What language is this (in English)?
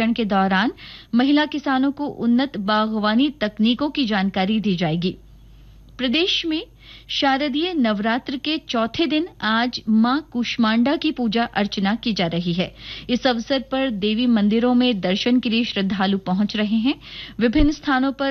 Hindi